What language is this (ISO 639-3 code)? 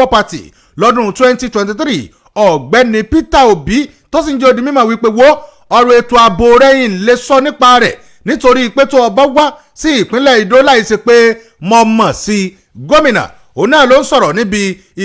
yor